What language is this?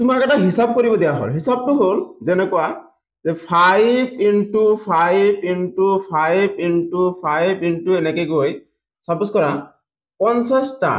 Assamese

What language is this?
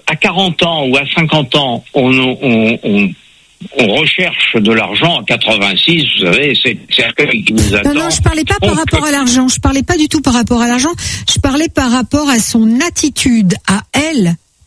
French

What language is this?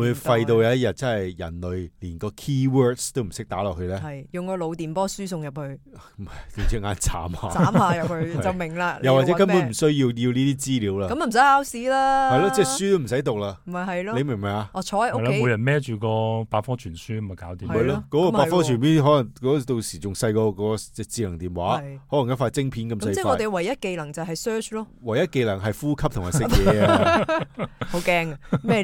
Cantonese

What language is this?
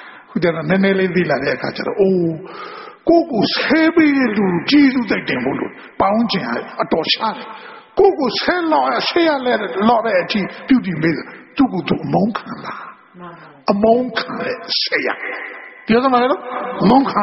Burmese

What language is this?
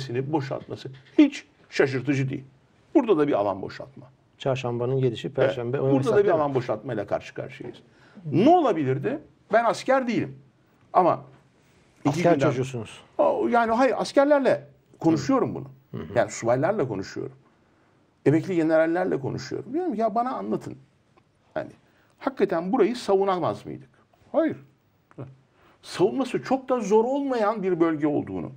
Turkish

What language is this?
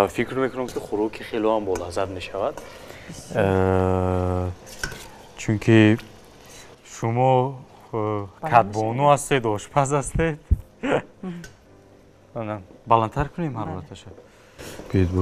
Tajik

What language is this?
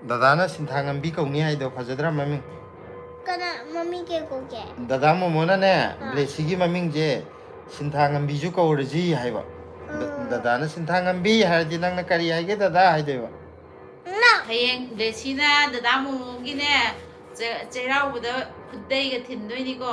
Manipuri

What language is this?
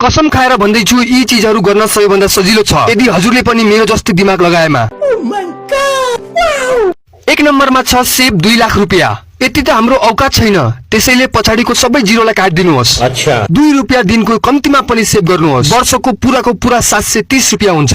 Nepali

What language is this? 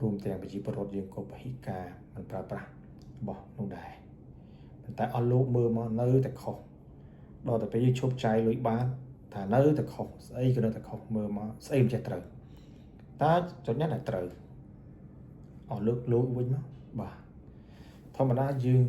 Khmer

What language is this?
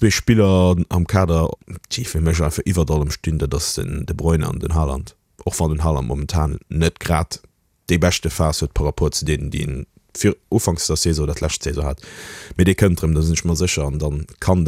Luxembourgish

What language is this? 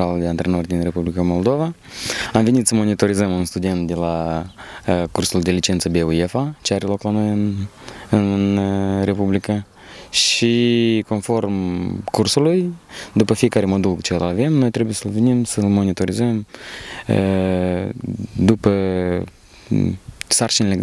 Romanian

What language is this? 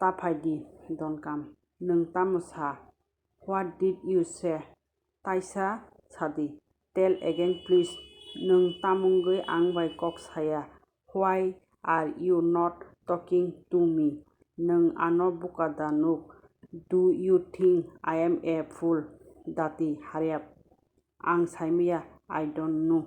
Kok Borok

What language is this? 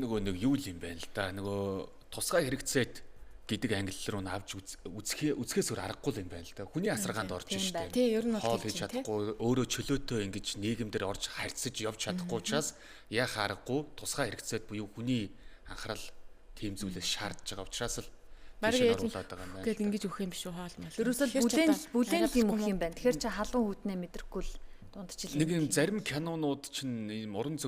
Mongolian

